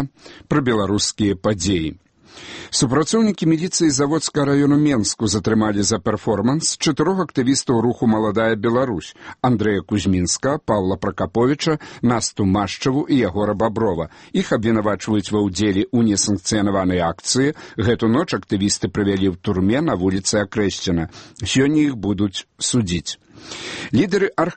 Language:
Belarusian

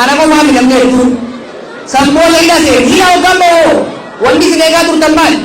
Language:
Oromo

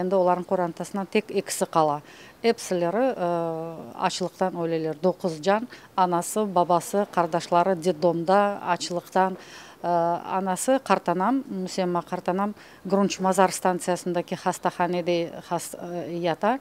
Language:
Crimean Tatar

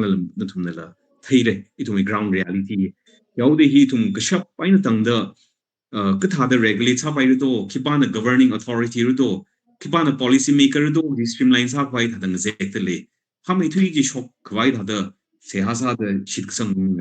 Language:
Tangkhul Naga (India)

